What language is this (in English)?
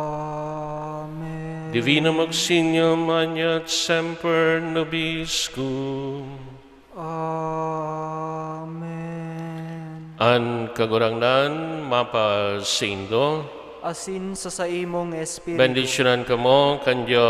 Bikol